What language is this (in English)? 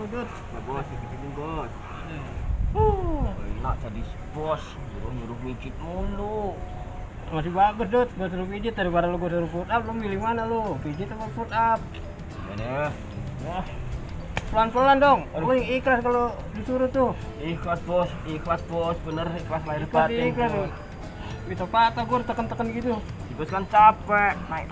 Betawi